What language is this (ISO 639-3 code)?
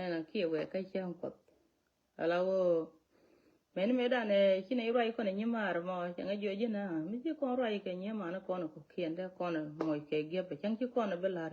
nus